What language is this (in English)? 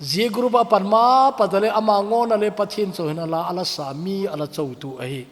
Thado Chin